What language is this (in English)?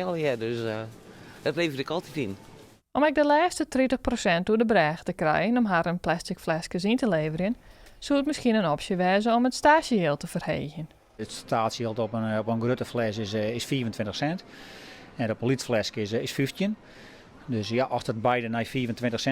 Western Frisian